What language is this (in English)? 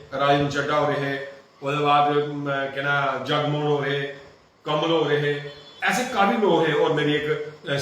Dogri